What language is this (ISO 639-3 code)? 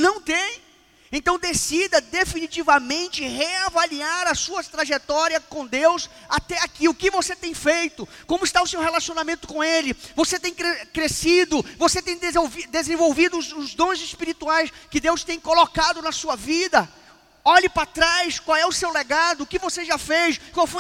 por